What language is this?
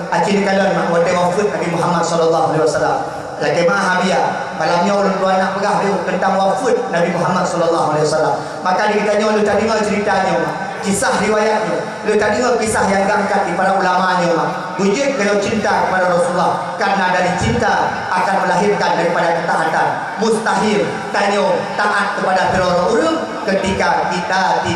Achinese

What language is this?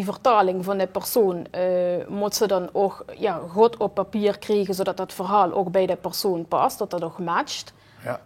Limburgish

